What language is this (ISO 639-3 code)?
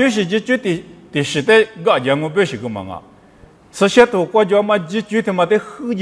lis